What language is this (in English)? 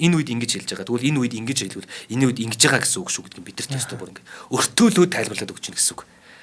Mongolian